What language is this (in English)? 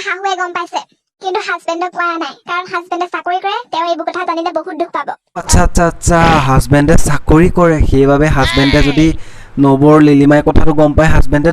Assamese